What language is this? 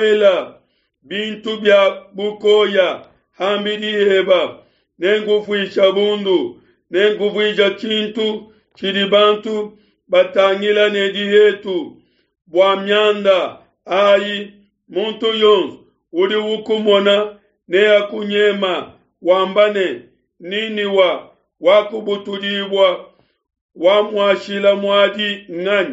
Luba-Lulua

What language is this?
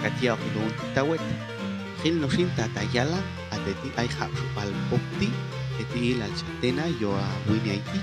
Popti'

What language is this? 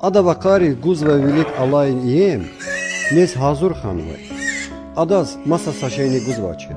Lezghian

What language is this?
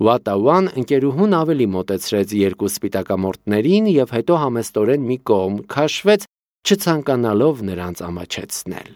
Armenian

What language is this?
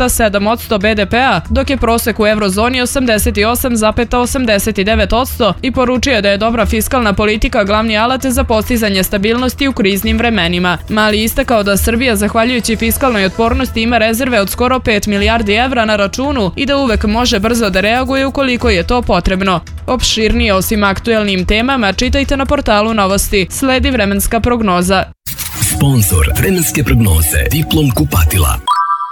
Serbian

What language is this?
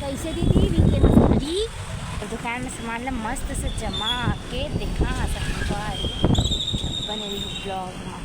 Chhattisgarhi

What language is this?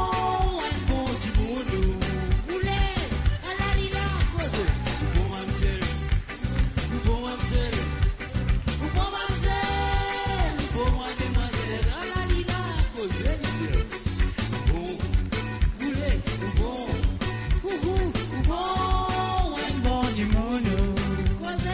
Morisyen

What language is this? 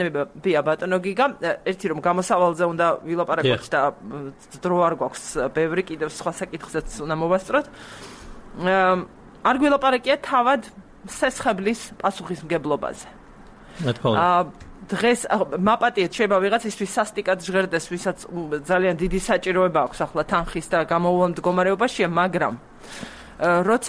Georgian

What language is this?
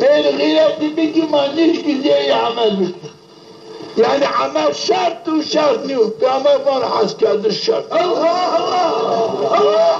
Zaza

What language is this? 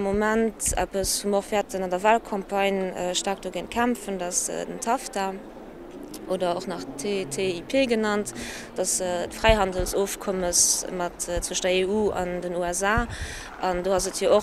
Luxembourgish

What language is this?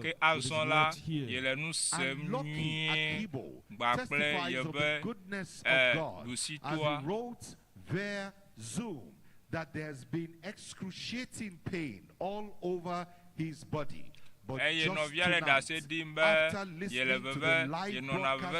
Ewe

